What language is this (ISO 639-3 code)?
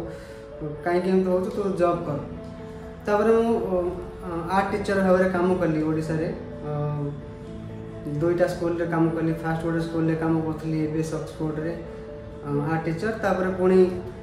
ori